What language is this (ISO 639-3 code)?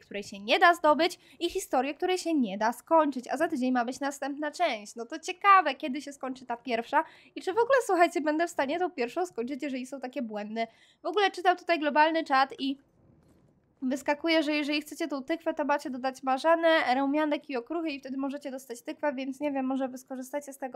pol